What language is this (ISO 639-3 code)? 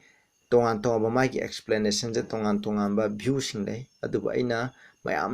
mni